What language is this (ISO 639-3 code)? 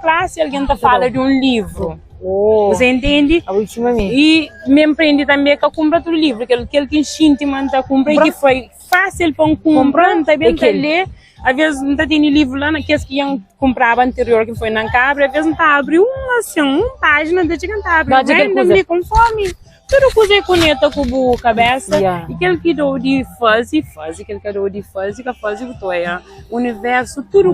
kea